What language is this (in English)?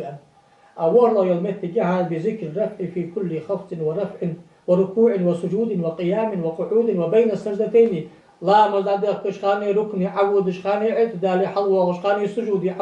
Ingush